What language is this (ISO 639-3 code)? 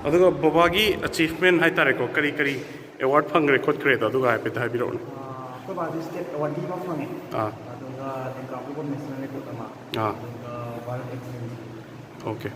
mni